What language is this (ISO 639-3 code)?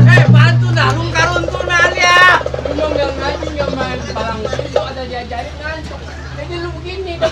bew